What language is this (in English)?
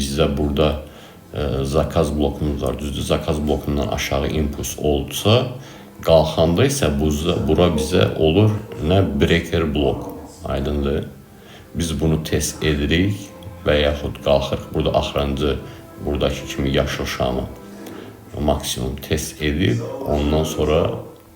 Azerbaijani